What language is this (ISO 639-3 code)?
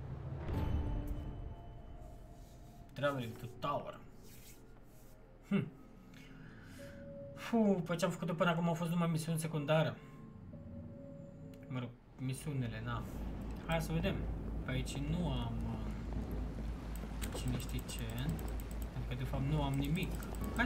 ron